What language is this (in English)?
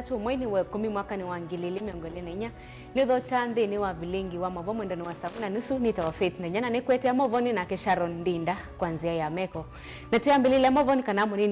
Kamba